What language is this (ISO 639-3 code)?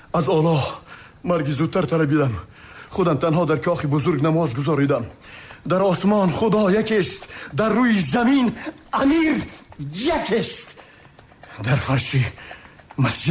tgk